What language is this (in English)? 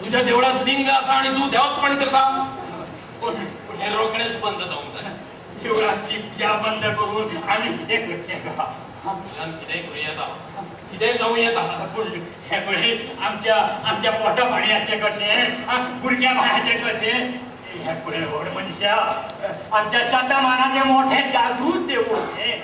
Konkani